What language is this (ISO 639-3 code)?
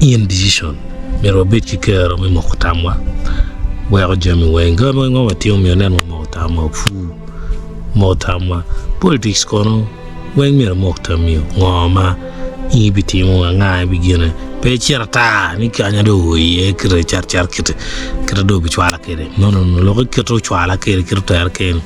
ach